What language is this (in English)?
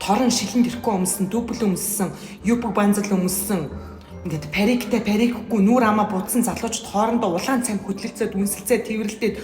Mongolian